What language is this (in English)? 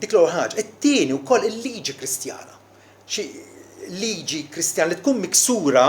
Maltese